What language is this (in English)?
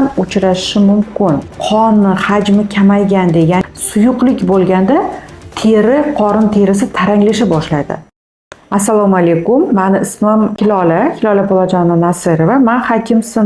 Uzbek